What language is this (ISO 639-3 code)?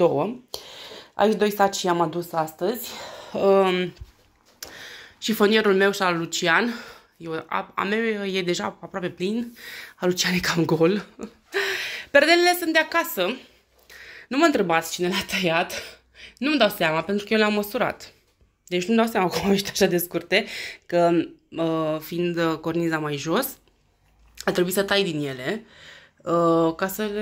ron